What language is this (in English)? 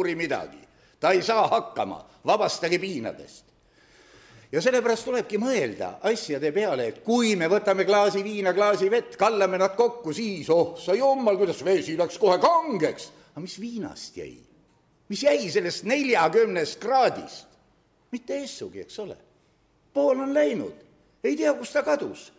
Estonian